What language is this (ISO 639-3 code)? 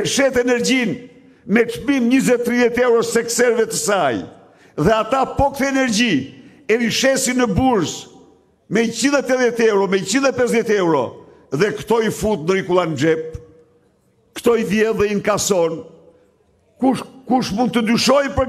sqi